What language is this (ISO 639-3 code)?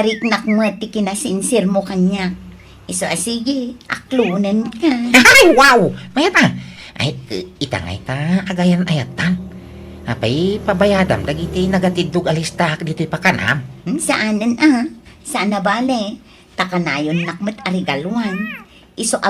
ilo